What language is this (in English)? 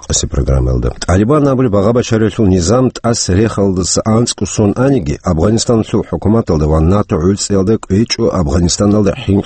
Avaric